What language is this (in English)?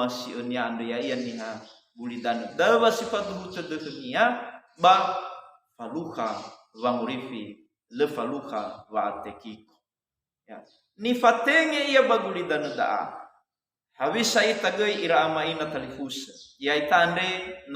Nias